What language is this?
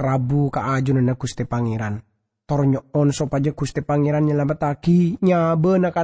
Madurese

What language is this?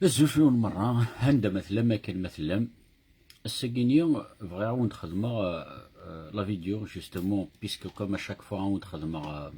Kabyle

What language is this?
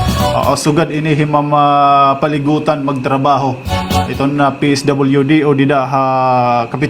Waray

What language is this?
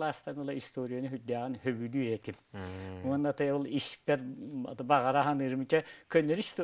Yakut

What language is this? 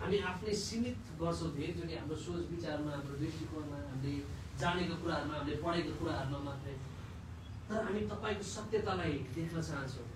Nepali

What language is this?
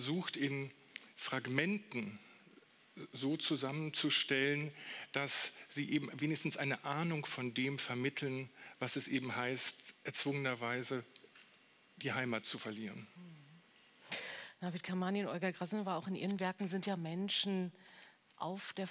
German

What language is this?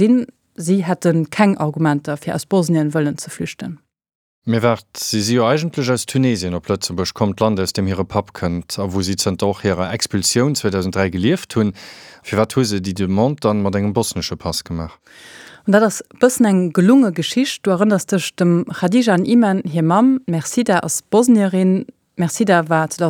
Luxembourgish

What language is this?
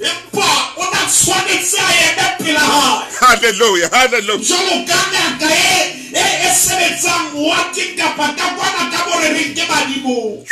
Southern Sotho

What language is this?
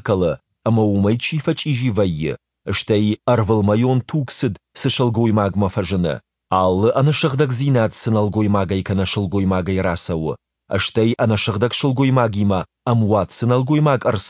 Ossetic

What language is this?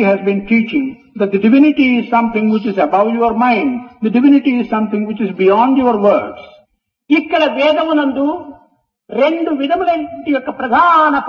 Telugu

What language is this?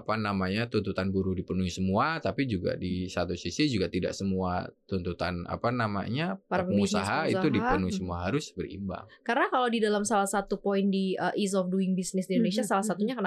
Indonesian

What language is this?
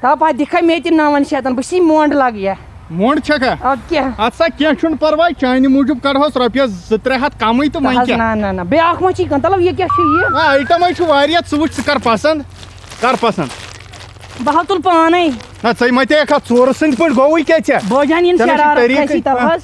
Kashmiri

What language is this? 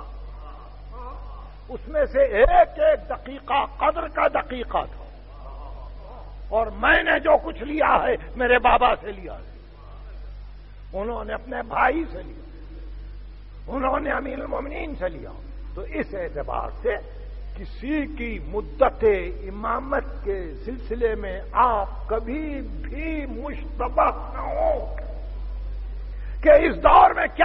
Urdu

